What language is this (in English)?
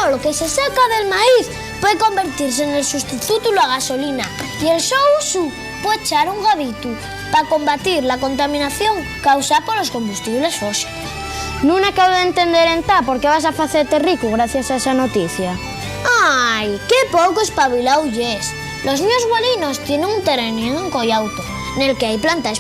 Asturian